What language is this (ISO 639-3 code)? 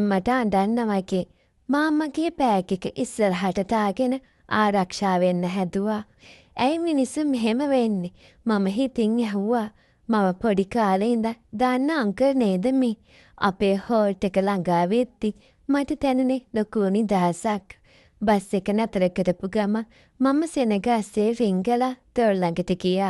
sin